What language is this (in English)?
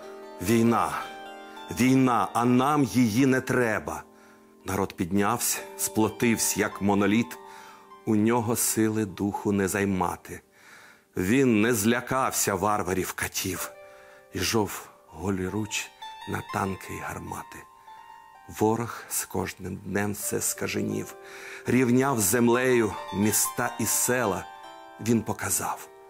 Ukrainian